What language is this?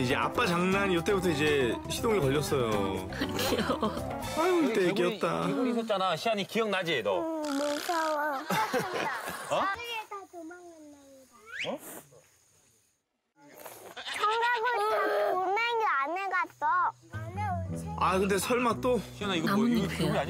Korean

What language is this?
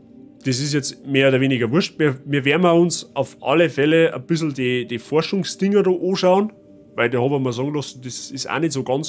Bavarian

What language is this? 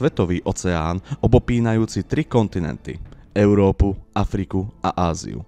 Slovak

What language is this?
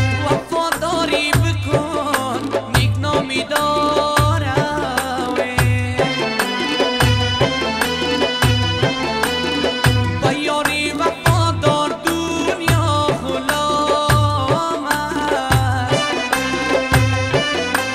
Persian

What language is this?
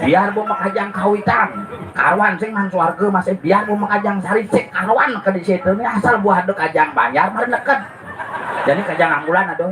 Balinese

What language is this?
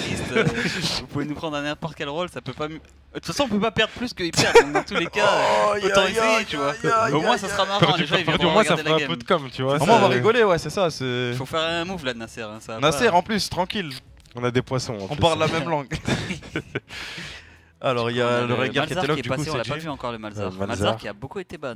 French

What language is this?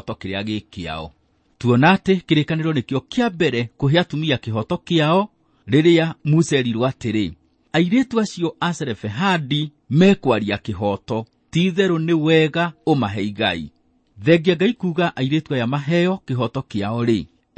Kikuyu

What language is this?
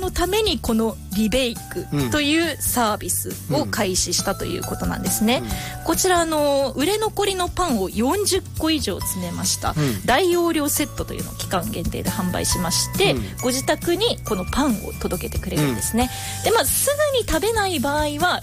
Japanese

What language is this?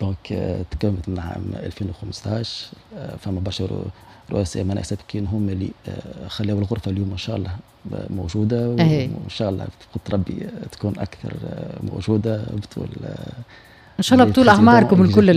Tunisian Arabic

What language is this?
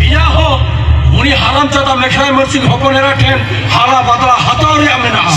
Santali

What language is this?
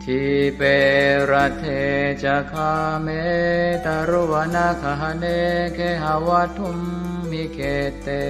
Pali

